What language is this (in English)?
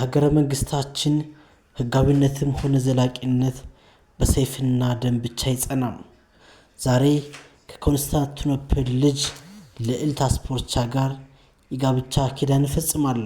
Amharic